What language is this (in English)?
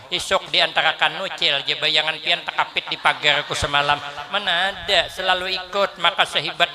Banjar